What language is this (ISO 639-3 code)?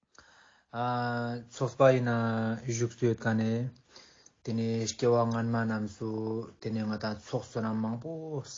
lbj